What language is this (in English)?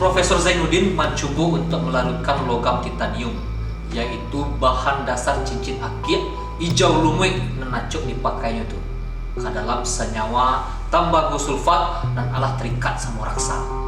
Minangkabau